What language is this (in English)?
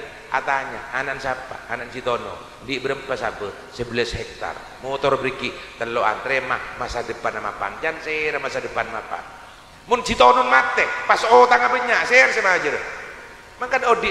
Madurese